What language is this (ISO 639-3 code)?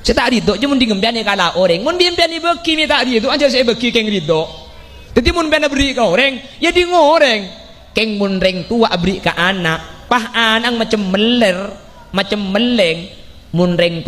mad